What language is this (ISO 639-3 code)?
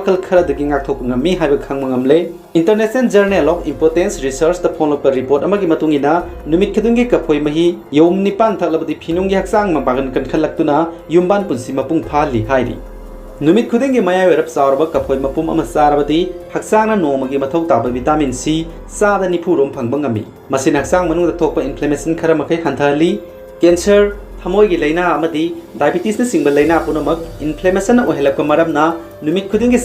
mni